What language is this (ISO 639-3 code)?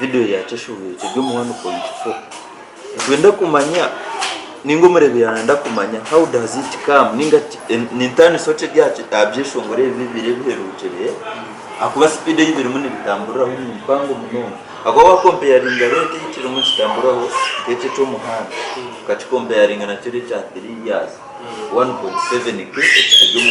nyn